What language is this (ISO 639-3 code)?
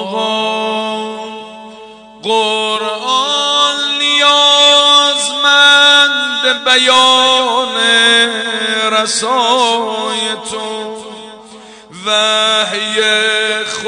fas